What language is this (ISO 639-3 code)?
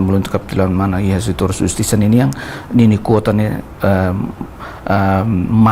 tet